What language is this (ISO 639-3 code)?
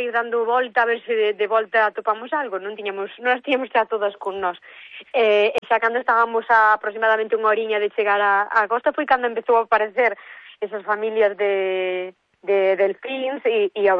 glg